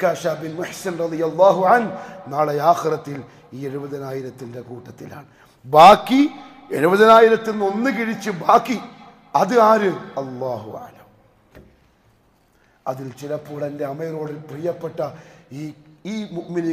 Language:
Malayalam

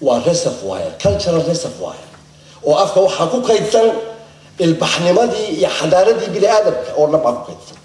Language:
Somali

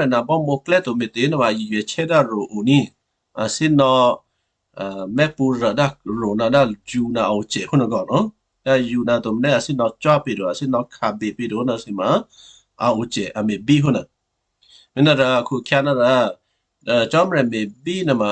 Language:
Western Kayah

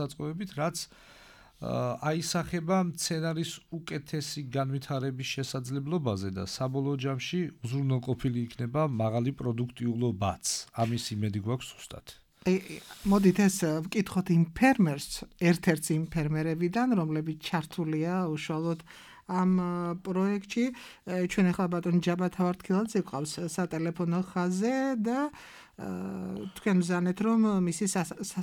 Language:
Georgian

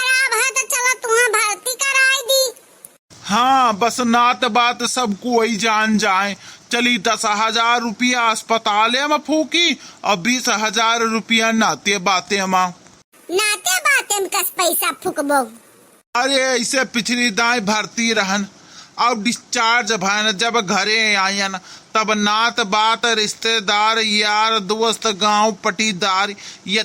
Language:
Awadhi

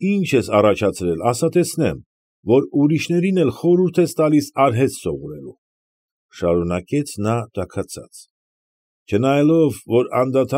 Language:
Armenian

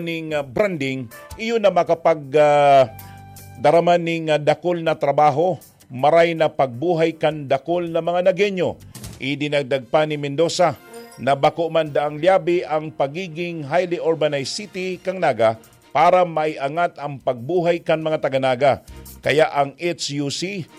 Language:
Bikol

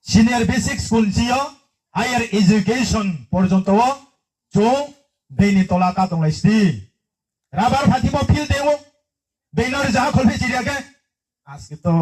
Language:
Riang (India)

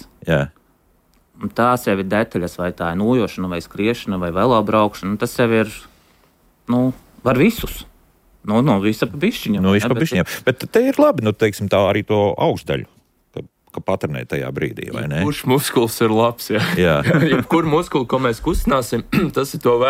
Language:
Latvian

